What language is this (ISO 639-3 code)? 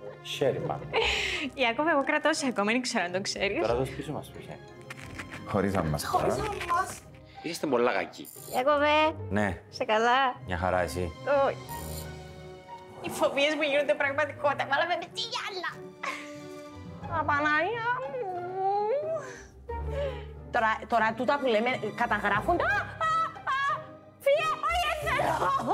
ell